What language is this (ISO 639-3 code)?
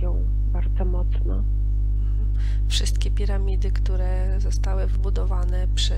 pol